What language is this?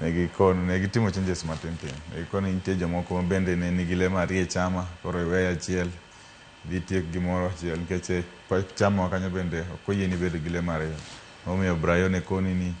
Luo (Kenya and Tanzania)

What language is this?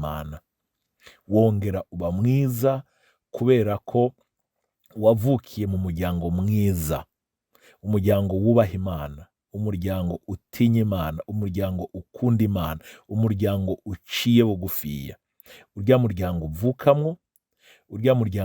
Rundi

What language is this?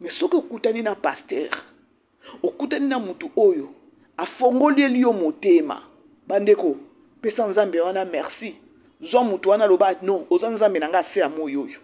Lingala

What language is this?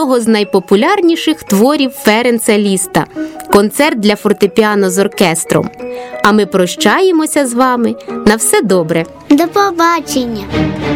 Ukrainian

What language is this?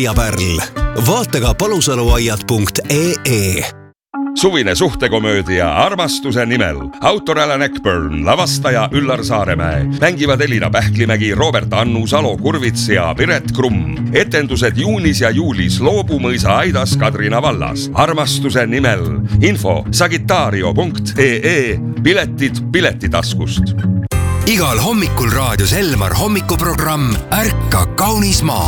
Estonian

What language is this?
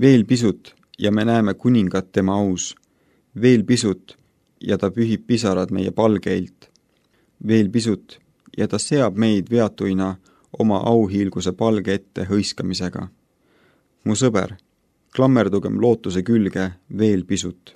Estonian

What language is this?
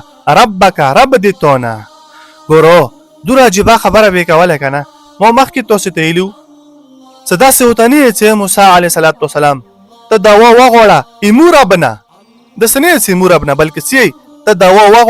Pashto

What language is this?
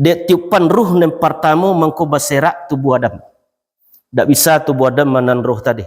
Minangkabau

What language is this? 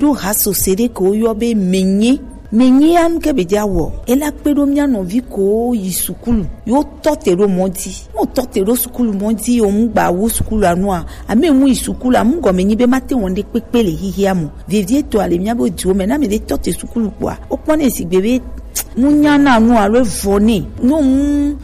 Gen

